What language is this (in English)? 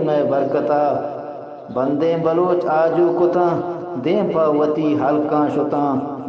Eastern Balochi